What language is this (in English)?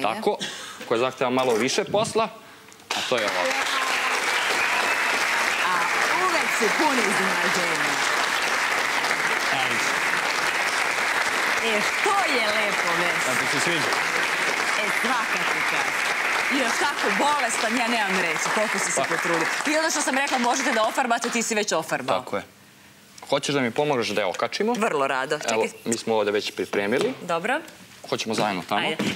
Serbian